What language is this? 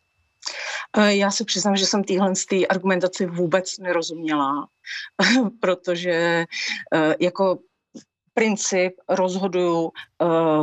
Czech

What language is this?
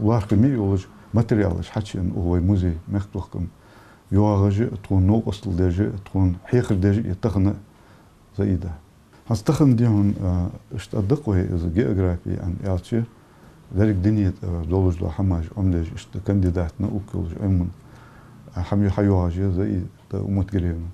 Ingush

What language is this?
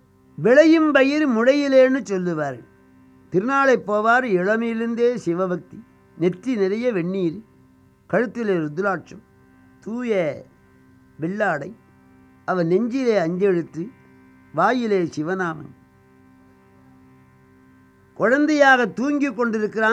Tamil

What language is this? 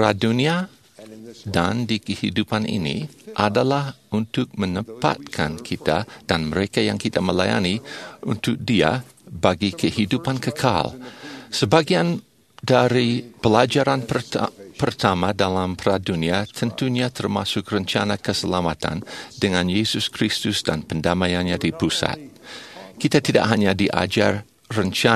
Indonesian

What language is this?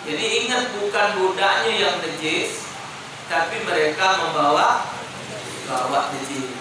Musi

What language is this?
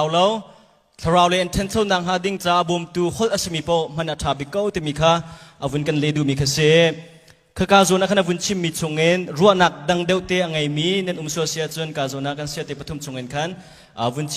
Hakha Chin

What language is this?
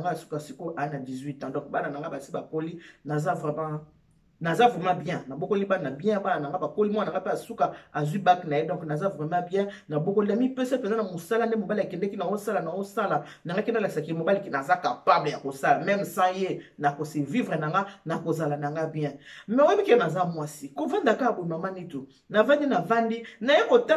Lingala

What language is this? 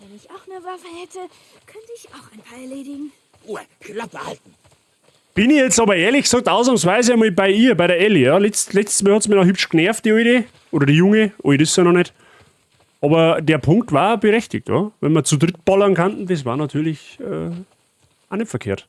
Bavarian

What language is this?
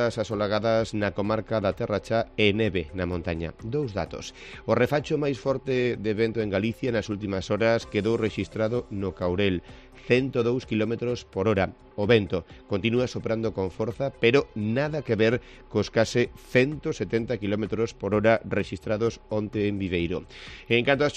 Galician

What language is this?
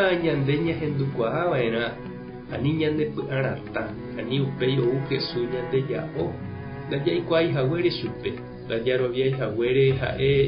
Guarani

